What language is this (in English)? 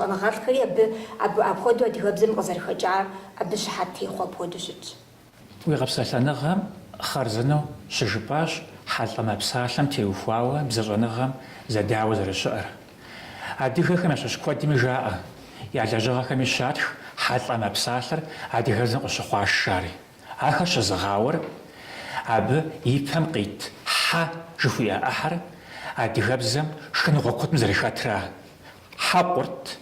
Kabardian